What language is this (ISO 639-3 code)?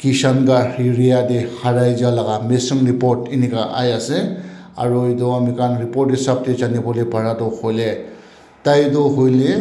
nag